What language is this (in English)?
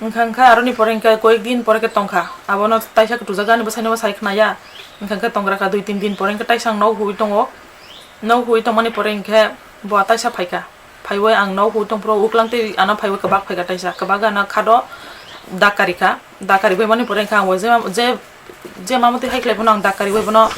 Kok Borok